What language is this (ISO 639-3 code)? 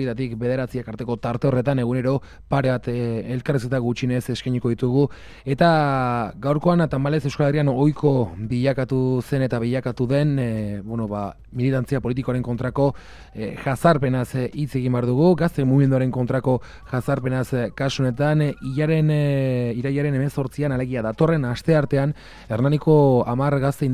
eus